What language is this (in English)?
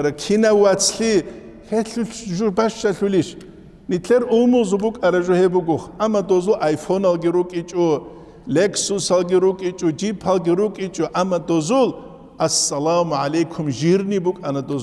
Avaric